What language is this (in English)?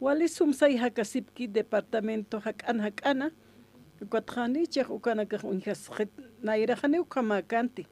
Aymara